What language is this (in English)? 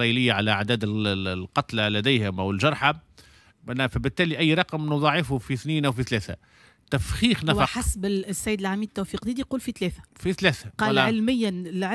Tunisian Arabic